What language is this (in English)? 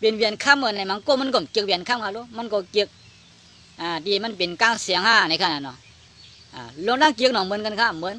Shan